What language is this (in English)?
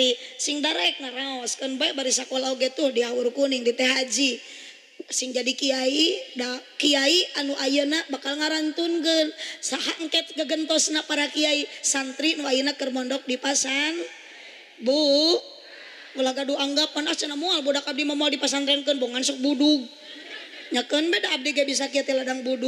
Sundanese